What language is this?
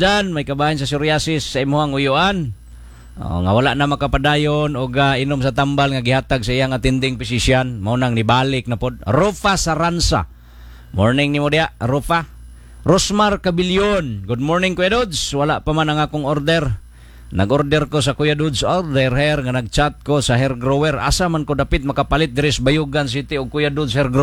Cebuano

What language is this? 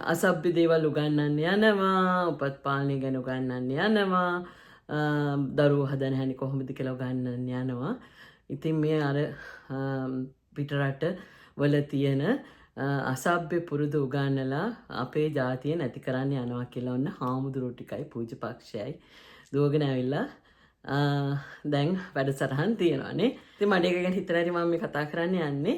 Sinhala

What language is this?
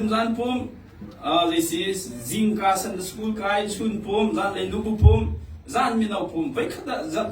Hakha Chin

